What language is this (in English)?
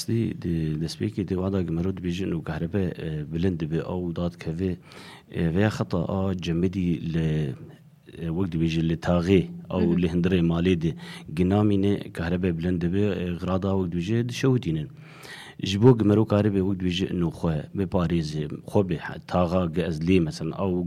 Kurdish